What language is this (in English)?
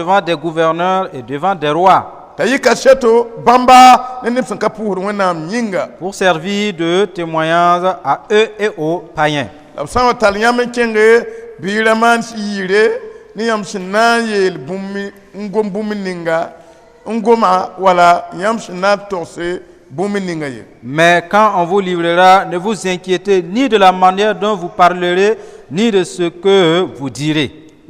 Mossi